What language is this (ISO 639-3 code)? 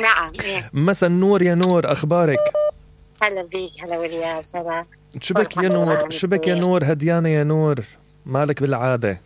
acm